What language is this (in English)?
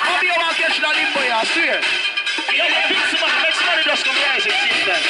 Jamaican Creole English